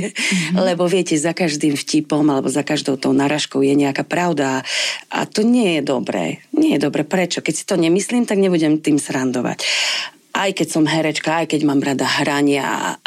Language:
Slovak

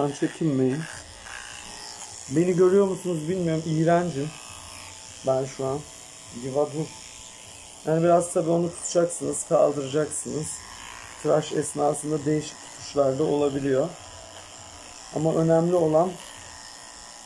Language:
Turkish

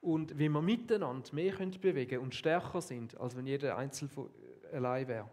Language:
Swiss German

